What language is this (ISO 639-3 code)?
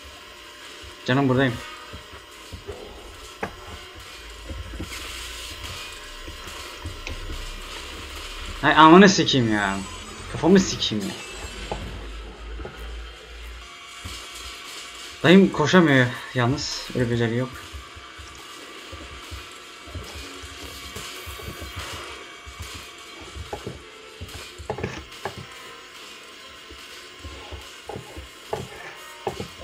tur